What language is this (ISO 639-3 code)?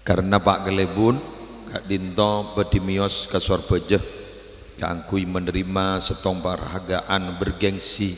mad